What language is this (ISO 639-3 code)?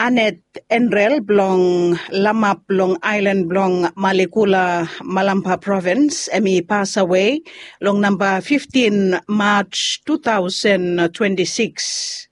bis